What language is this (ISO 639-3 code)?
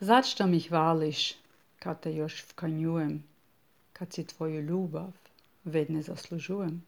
srp